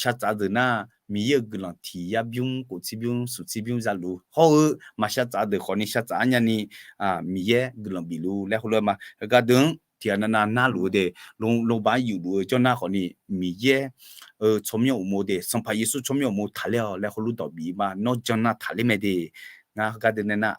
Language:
Akha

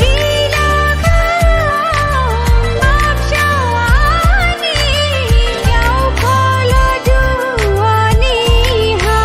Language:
Dimasa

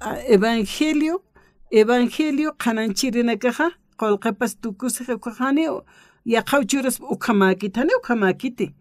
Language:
Aymara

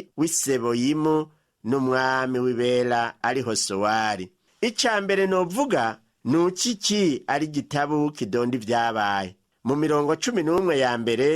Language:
Rundi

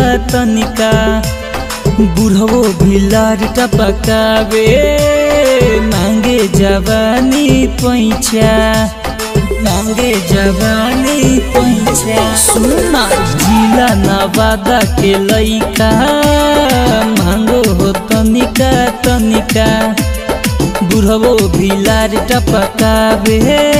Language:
Magahi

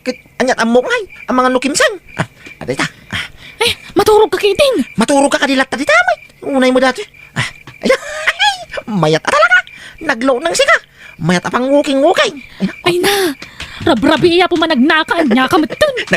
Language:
Iloko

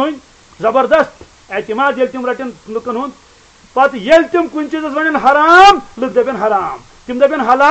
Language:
Kashmiri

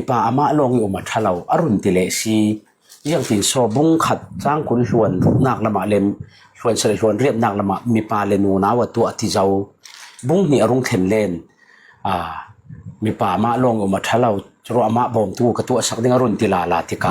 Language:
Falam Chin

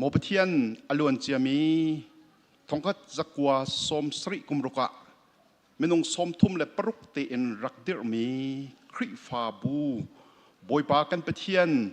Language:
Hakha Chin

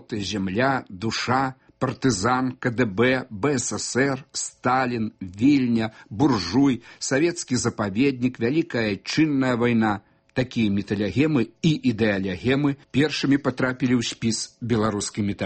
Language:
Belarusian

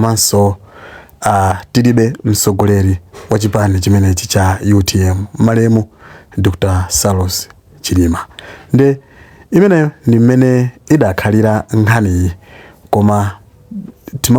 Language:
Nyanja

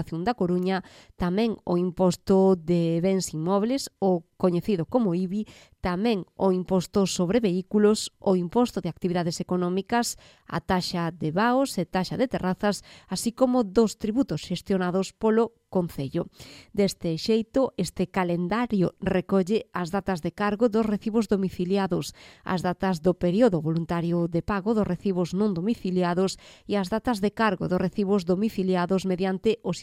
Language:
Galician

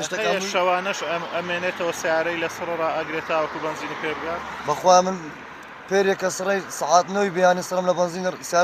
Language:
Central Kurdish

